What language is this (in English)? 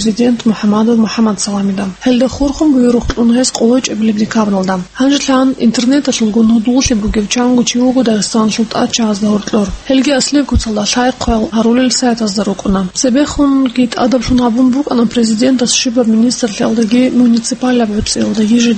Avaric